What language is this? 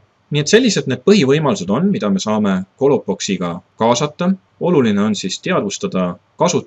Estonian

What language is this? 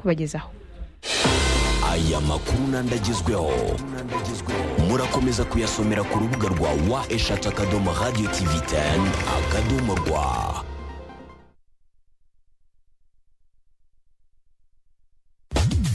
Kinyarwanda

